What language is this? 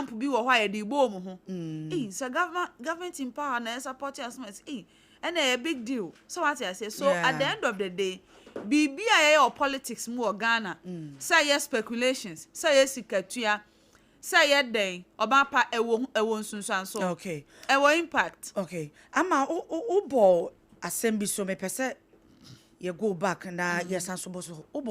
Akan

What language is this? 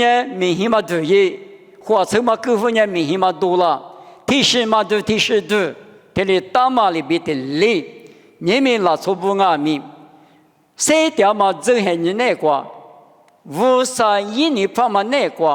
Lisu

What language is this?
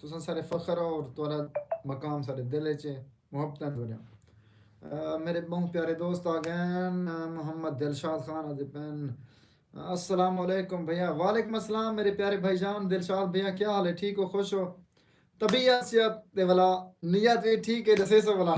Saraiki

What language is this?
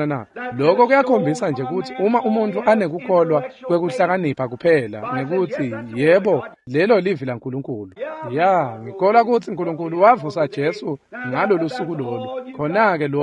Swati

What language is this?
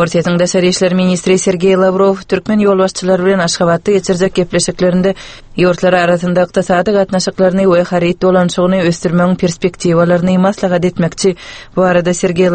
Turkmen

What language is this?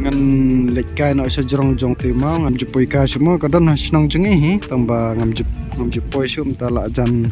Khasi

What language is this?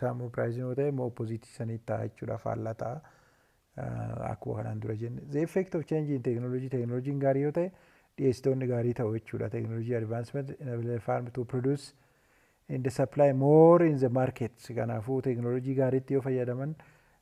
Oromo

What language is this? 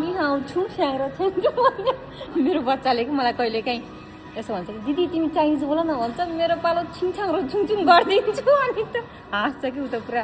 Nepali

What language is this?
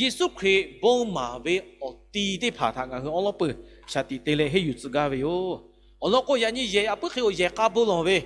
Lahu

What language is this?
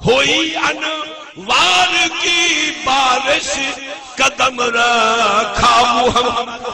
Saraiki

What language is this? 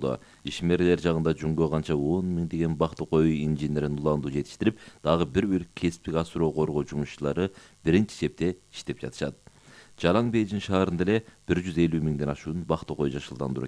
Kyrgyz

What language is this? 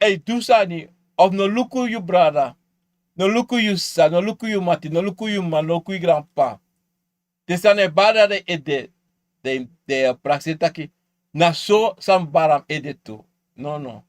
Sranan Tongo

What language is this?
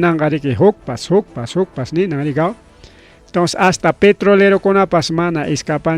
Ayacucho Quechua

